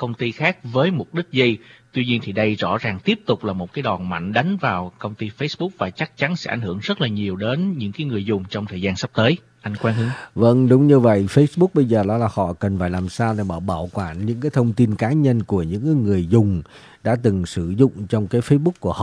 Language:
Vietnamese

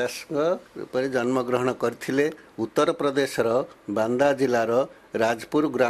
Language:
Odia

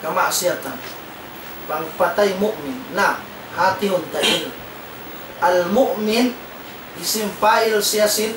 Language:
Tausug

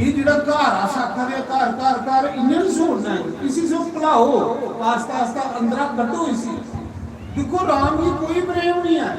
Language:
Dogri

